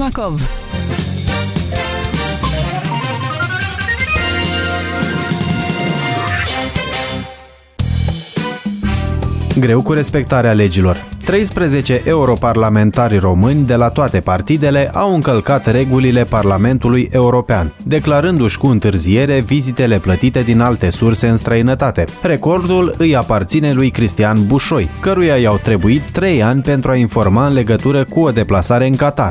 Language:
Romanian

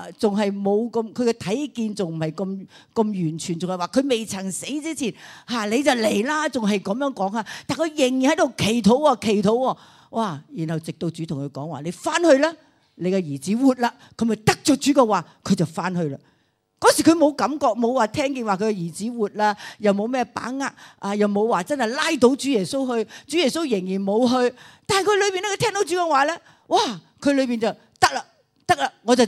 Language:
Cantonese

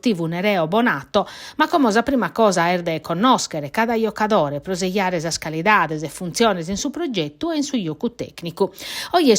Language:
Sardinian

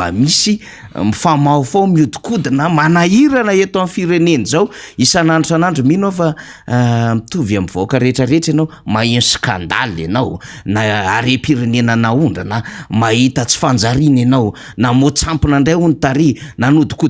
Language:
Malagasy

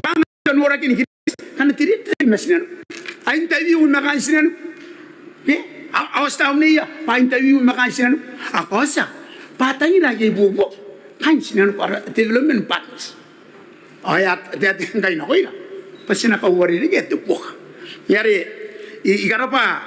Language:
Gilbertese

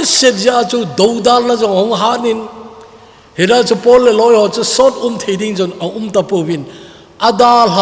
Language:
Thado Chin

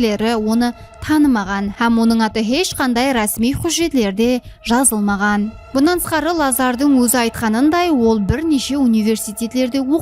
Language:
Kara-Kalpak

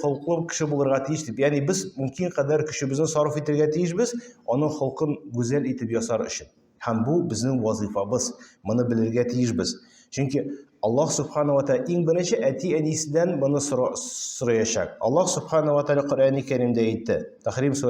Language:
Tatar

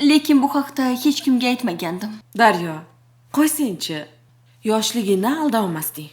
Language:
Uzbek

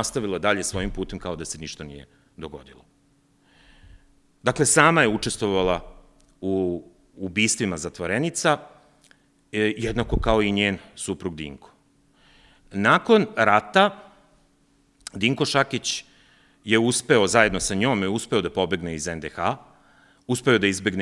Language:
Serbian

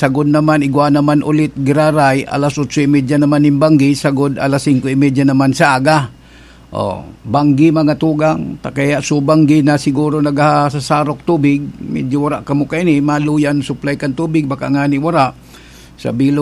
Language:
Bikol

